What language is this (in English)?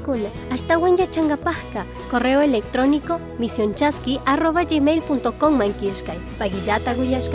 Chimborazo Highland Quichua